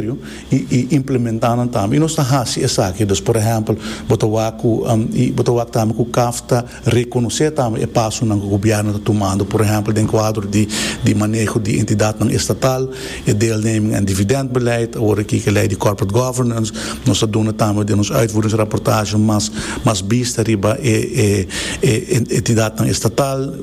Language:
Papiamento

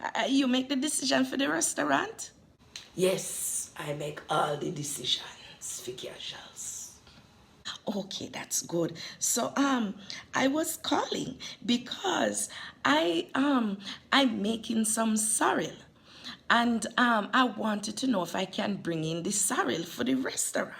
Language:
Jamaican Creole English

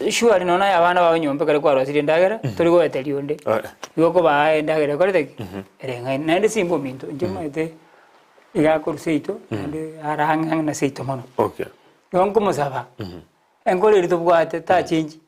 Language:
Gusii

